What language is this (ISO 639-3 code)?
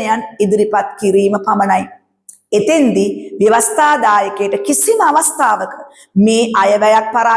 sin